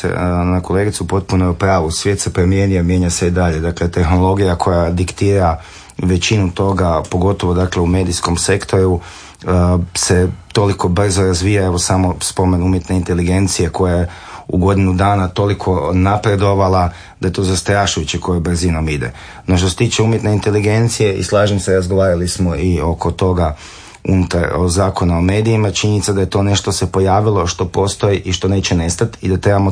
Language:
Croatian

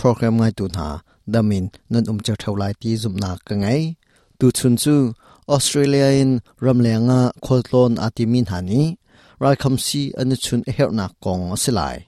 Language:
Hakha Chin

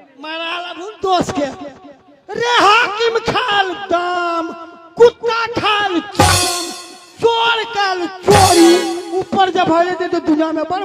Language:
Maithili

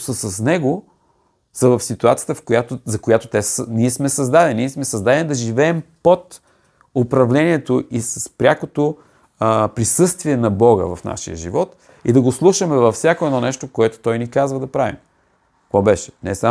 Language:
Bulgarian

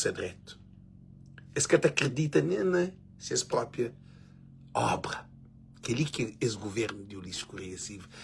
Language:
Kabuverdianu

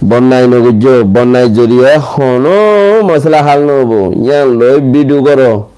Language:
Rohingya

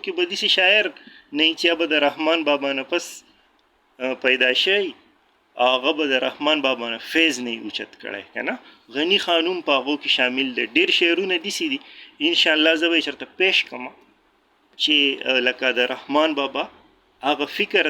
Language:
Pashto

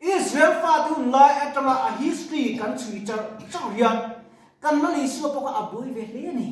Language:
Mizo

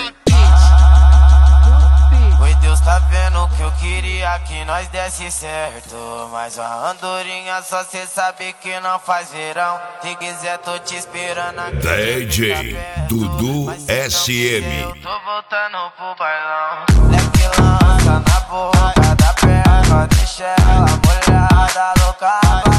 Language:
Portuguese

